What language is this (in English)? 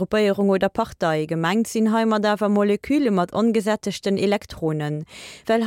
Luxembourgish